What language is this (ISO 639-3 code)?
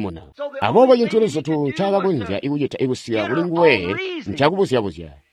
toi